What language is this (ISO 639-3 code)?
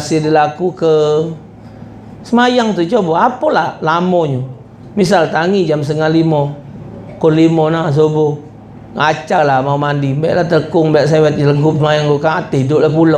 mui